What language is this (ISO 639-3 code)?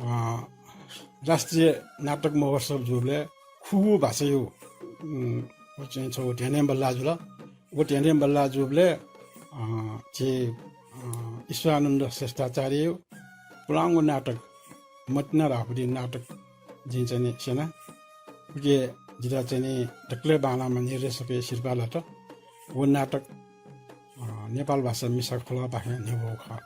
new